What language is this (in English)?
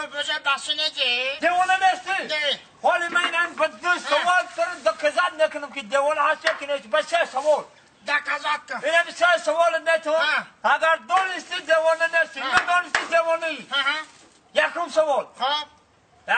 Tajik